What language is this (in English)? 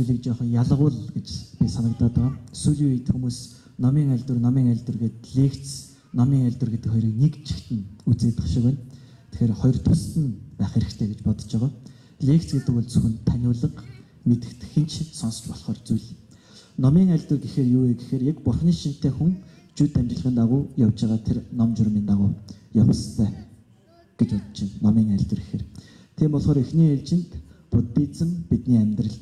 Mongolian